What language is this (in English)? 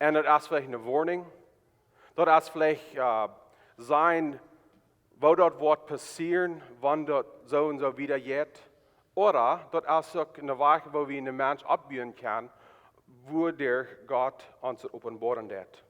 Plautdietsch